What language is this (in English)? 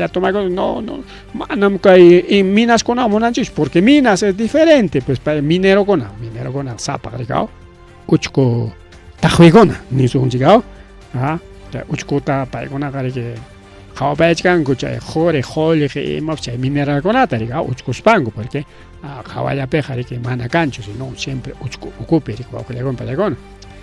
Ayacucho Quechua